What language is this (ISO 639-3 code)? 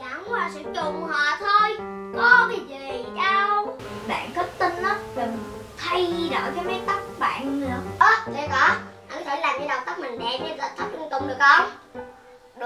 vie